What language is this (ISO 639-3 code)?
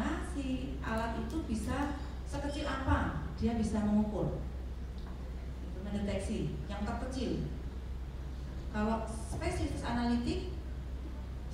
ind